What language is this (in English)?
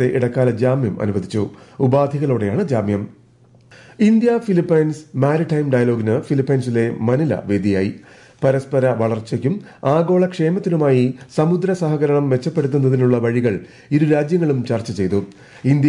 Malayalam